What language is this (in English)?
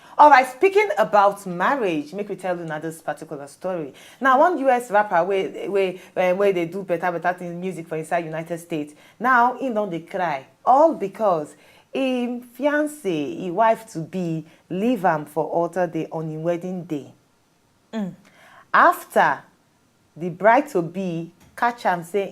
Nigerian Pidgin